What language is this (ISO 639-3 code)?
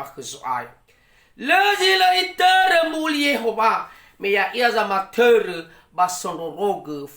nia